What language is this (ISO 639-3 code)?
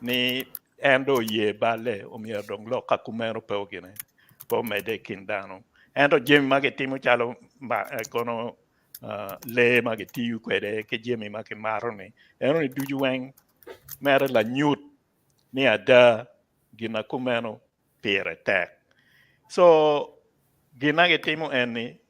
ach